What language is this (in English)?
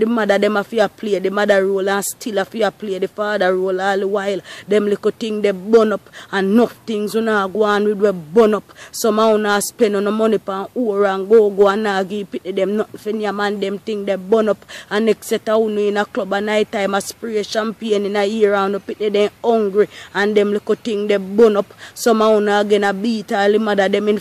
Jamaican Creole English